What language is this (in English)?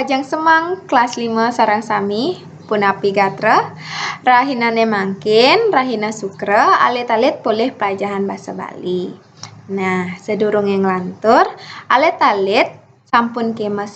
Balinese